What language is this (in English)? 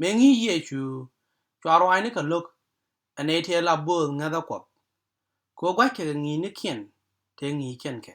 Nuer